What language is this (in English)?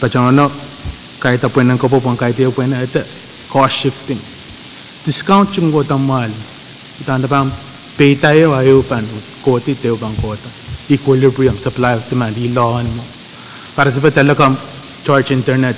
Pohnpeian